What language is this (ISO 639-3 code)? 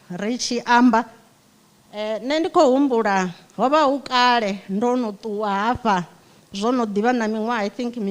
ven